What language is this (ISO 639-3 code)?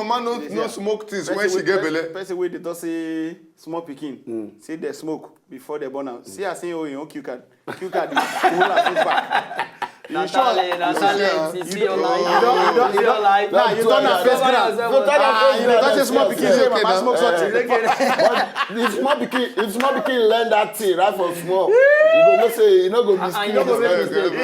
pcm